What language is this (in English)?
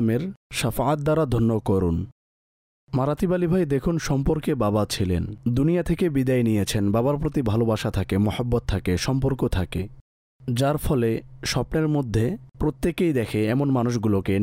Bangla